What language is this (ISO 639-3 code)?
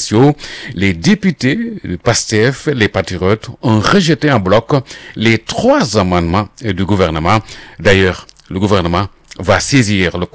fra